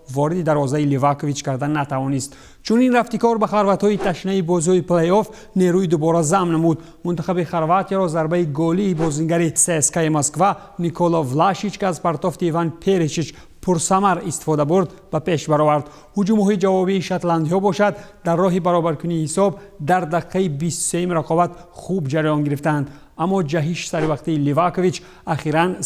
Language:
Tajik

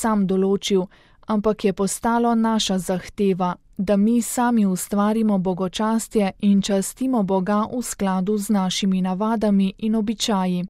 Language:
Slovenian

